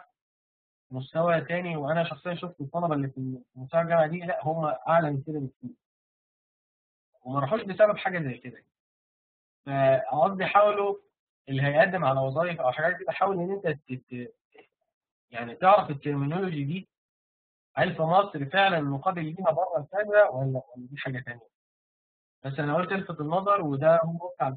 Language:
Egyptian Arabic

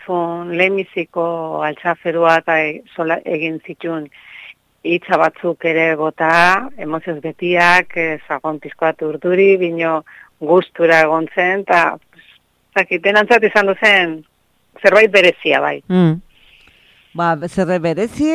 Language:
Basque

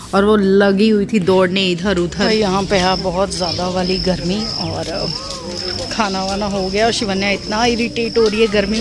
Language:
Hindi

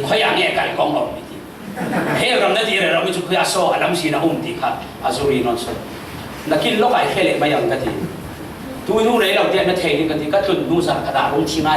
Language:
Falam Chin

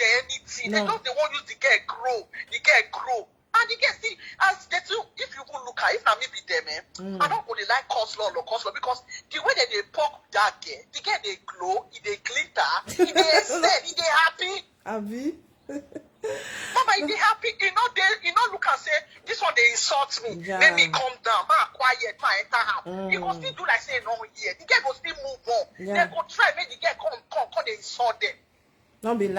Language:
Nigerian Pidgin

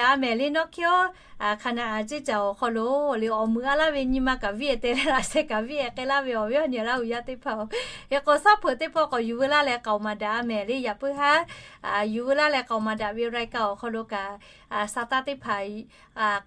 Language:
Lahu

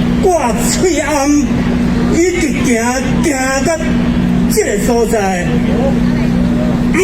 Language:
Min Nan Chinese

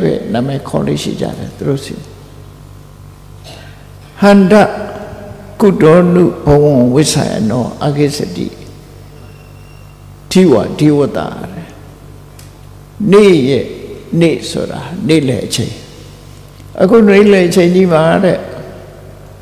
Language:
Burmese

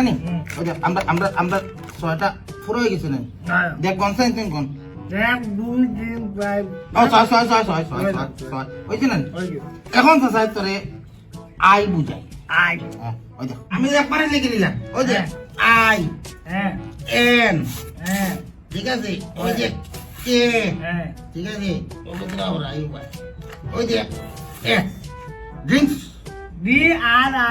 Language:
Sylheti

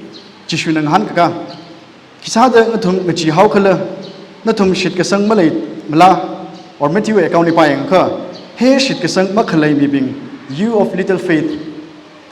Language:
Tangkhul Naga (India)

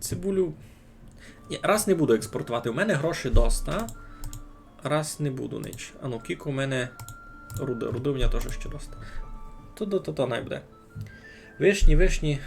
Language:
Rusyn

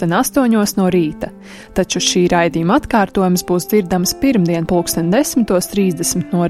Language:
Latvian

